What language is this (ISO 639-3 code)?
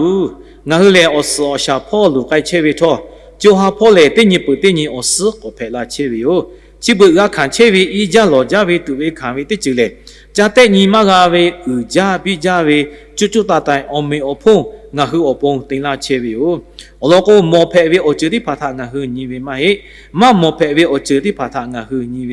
lhu